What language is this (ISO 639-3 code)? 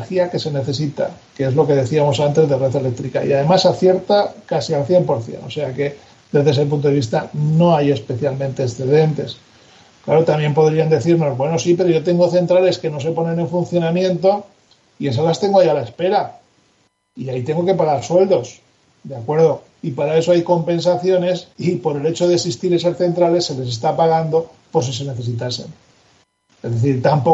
spa